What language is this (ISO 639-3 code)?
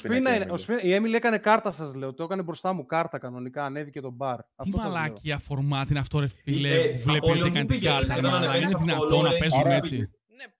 ell